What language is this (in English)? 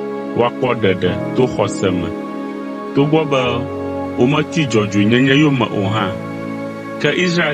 Ewe